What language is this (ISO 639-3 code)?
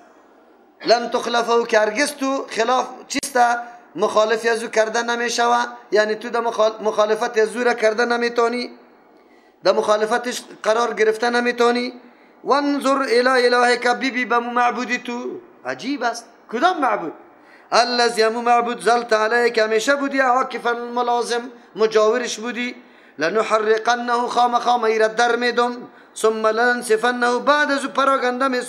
fas